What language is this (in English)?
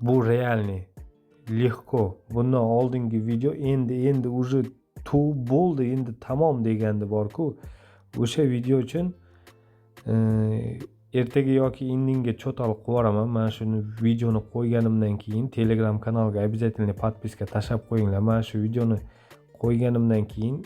Uzbek